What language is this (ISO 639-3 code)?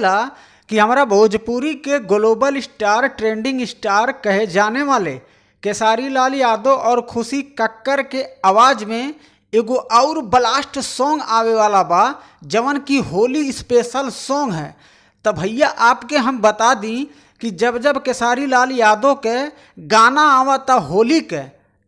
bho